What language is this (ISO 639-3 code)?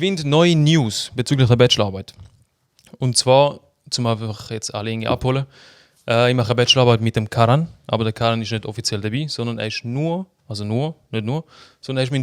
gsw